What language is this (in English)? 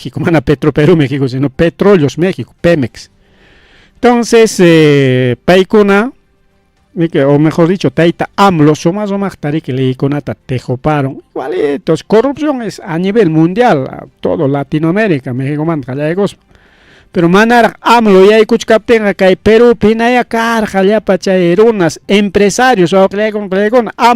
Ayacucho Quechua